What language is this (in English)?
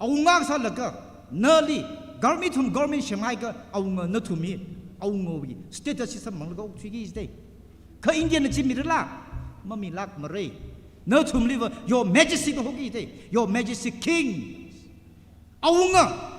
Tangkhul Naga (India)